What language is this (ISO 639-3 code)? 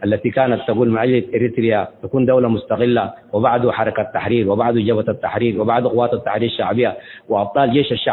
tig